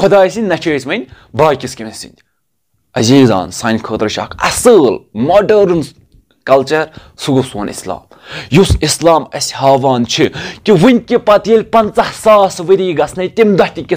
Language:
Kashmiri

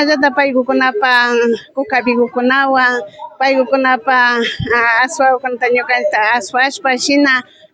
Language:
Imbabura Highland Quichua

